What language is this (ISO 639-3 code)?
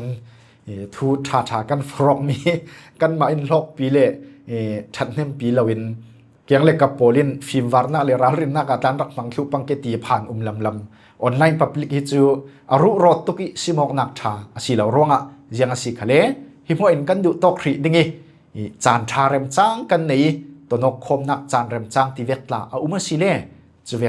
cfm